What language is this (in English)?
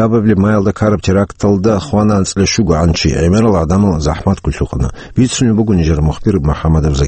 Avaric